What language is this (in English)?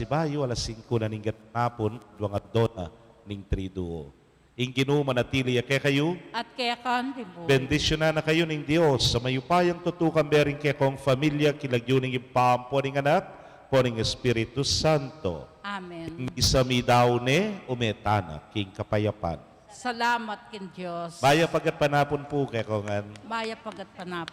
Pampanga